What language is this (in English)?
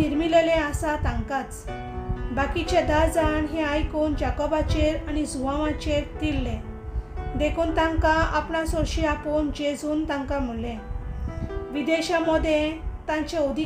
Konkani